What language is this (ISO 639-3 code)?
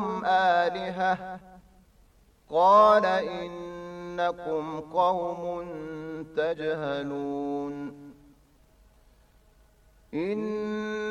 ara